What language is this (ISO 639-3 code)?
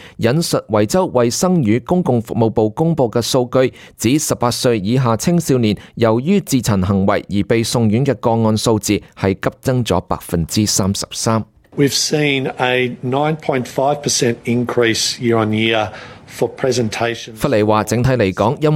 yue